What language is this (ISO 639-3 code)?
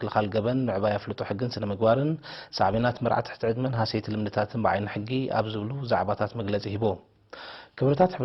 tir